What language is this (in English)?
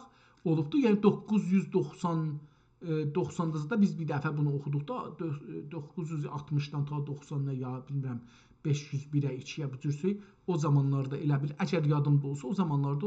South Azerbaijani